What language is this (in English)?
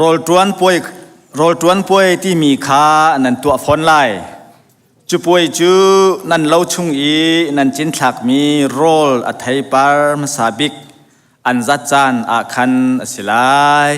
Hakha Chin